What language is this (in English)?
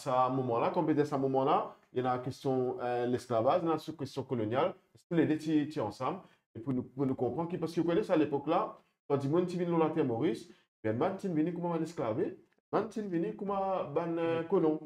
Morisyen